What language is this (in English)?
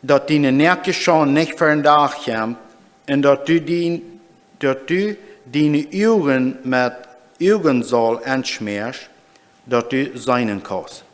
Plautdietsch